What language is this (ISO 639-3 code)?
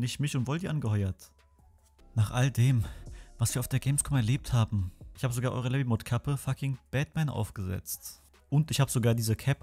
deu